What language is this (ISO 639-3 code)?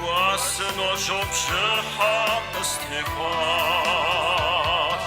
kbd